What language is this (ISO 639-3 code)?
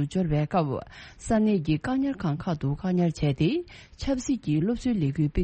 bod